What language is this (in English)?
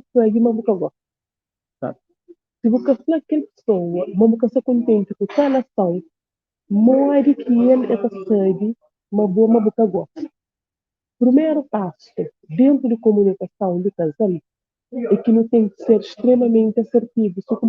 Kabuverdianu